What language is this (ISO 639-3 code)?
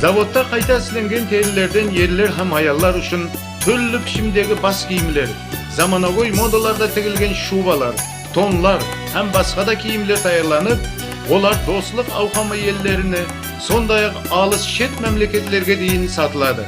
kaa